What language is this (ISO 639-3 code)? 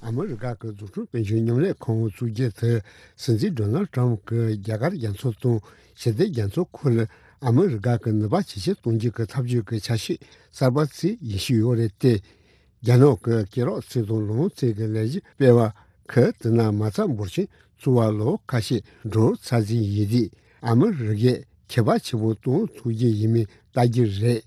bod